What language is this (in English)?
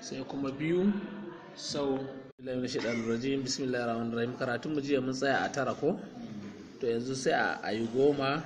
Hausa